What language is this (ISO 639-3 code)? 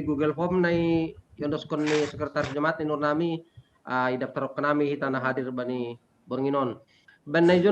bts